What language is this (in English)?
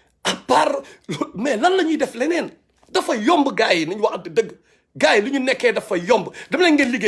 Wolof